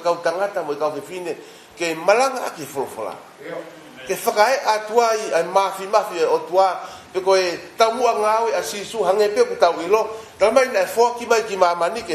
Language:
Tongan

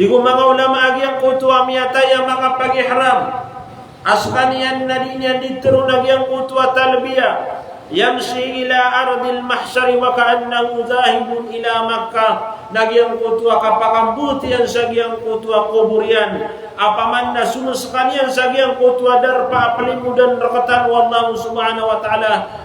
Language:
Maranao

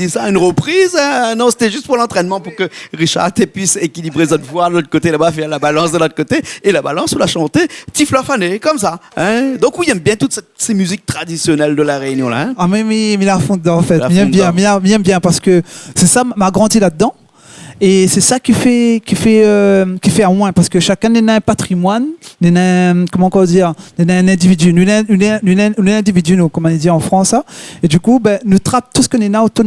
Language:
Réunion Creole French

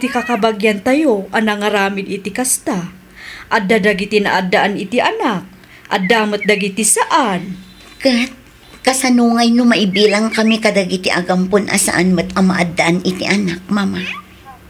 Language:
Iloko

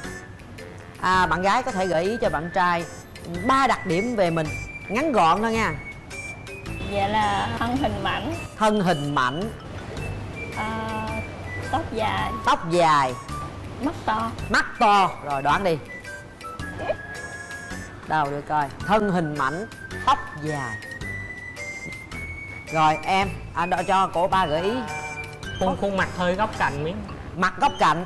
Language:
Vietnamese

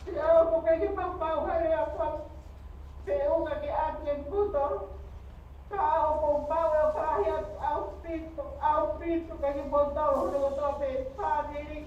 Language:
Tongan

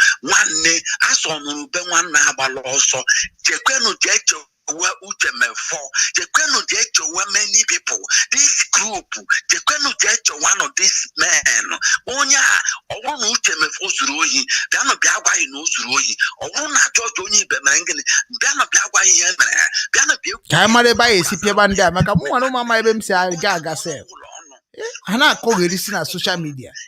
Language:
Igbo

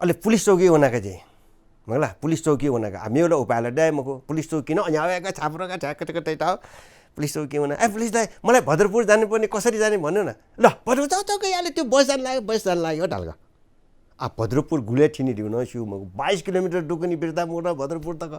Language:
Newari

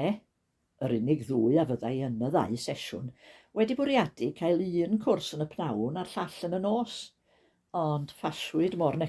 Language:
Welsh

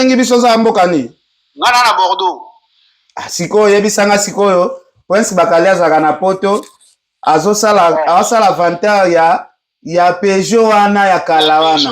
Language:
Lingala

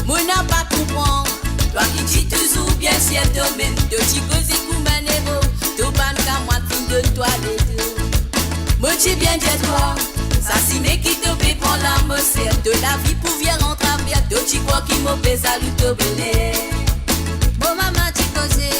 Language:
Morisyen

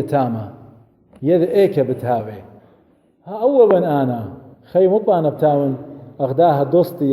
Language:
Assyrian Neo-Aramaic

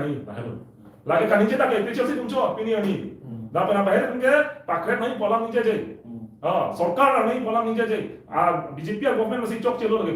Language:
Karbi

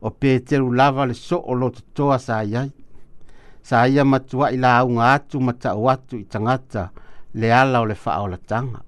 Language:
Samoan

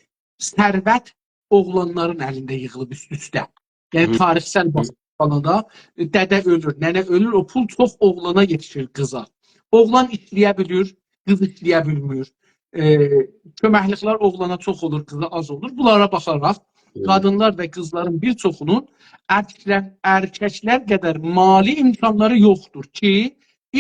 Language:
South Azerbaijani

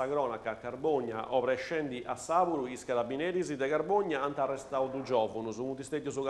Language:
Sardinian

